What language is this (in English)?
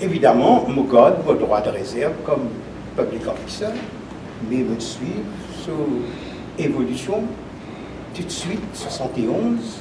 Morisyen